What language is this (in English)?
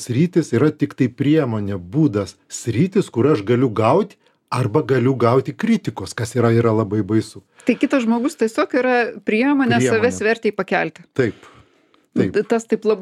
Lithuanian